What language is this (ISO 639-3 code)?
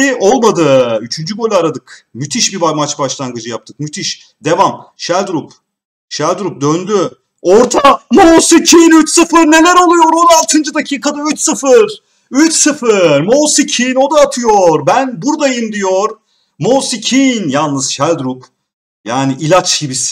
tur